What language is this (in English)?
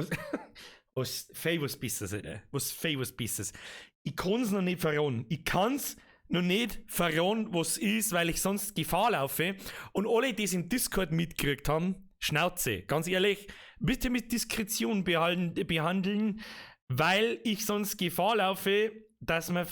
Bavarian